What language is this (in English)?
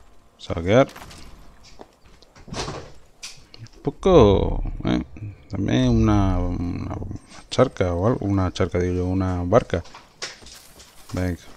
Spanish